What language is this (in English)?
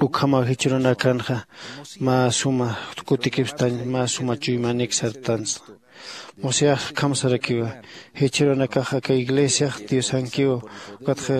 Aymara